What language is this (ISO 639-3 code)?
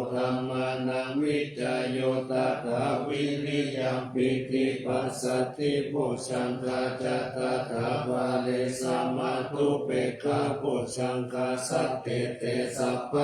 pli